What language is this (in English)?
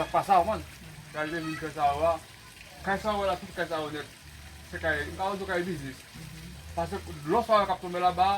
Haitian Creole